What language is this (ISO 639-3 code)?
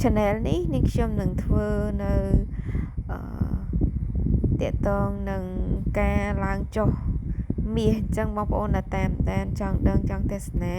khm